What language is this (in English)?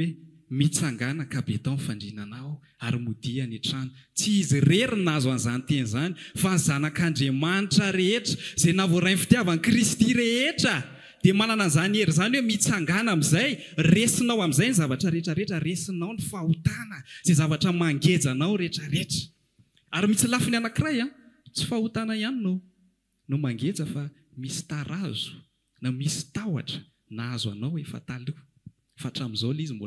Malagasy